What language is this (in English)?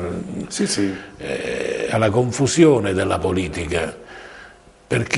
Italian